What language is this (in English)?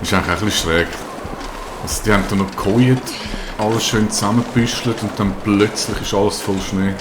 Swiss German